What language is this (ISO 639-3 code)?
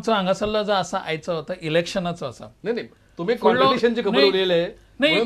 kok